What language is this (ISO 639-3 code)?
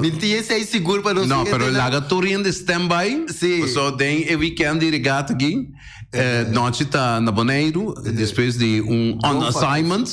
pap